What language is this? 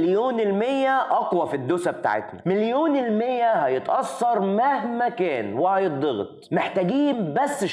Egyptian Arabic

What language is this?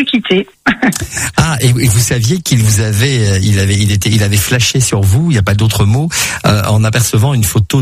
French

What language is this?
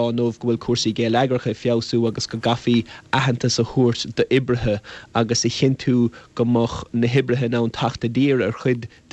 Irish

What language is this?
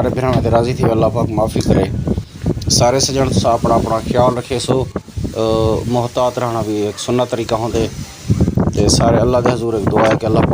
Saraiki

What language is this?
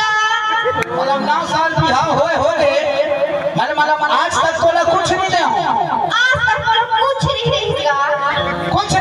Chhattisgarhi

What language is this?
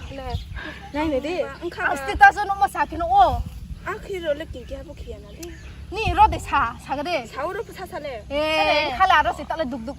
Riang (India)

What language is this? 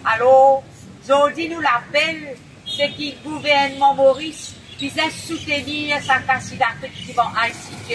Morisyen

